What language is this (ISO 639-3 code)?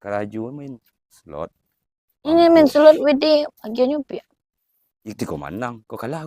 min